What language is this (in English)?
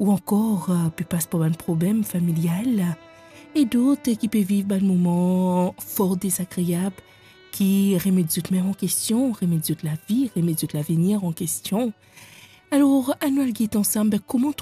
Morisyen